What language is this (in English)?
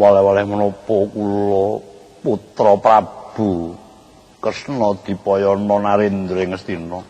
Javanese